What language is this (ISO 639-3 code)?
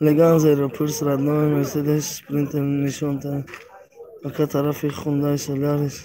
tgk